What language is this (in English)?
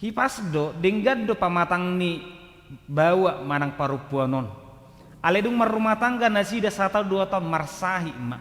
Batak Toba